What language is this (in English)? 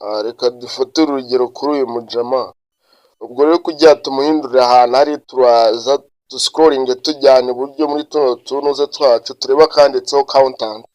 Kinyarwanda